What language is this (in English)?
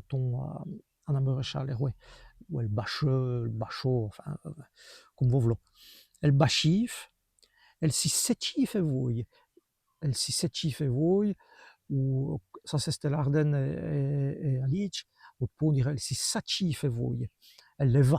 Walloon